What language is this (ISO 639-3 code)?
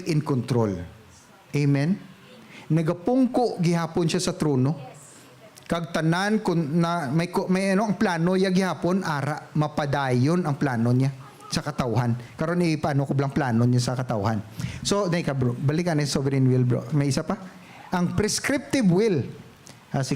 hil